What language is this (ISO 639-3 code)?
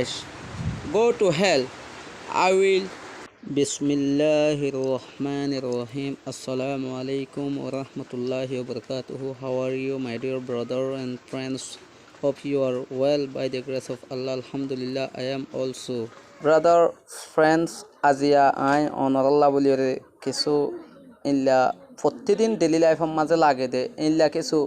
rhg